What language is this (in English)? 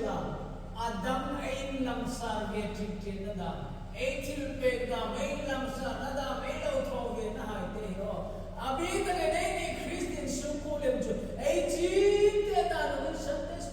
Hmar